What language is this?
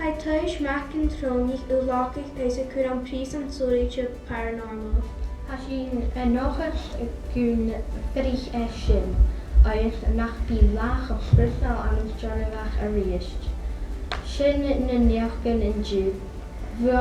Scottish Gaelic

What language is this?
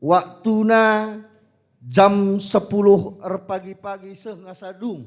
Batak Karo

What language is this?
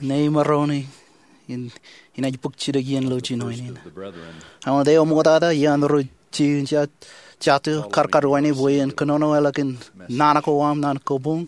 Marshallese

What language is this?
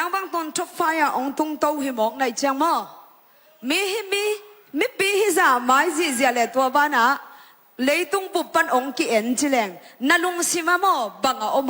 Tedim Chin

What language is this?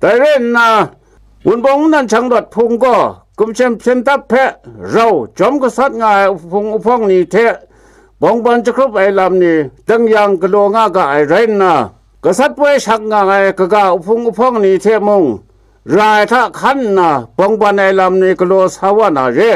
Kachin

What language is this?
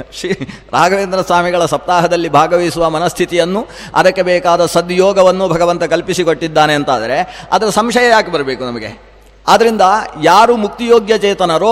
Kannada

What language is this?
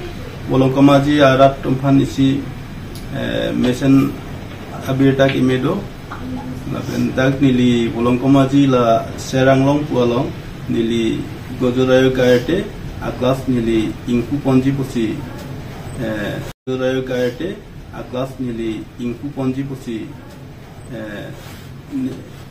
Karbi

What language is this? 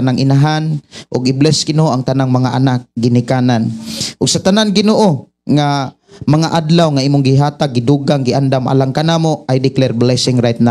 Cebuano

